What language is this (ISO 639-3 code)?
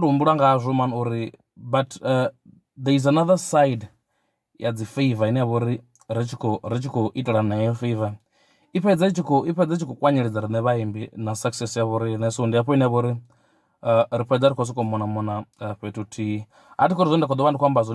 ven